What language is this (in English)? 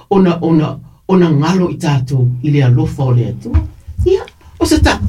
Samoan